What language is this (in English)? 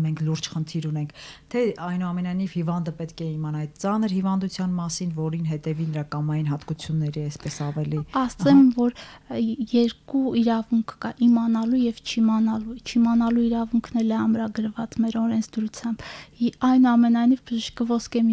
Armenian